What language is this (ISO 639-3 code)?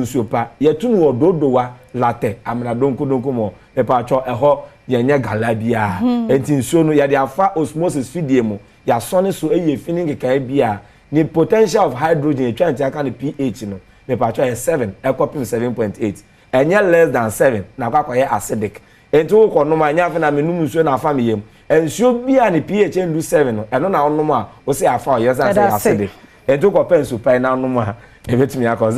aka